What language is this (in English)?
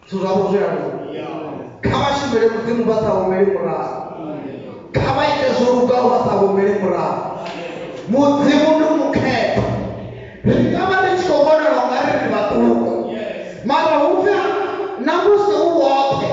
Venda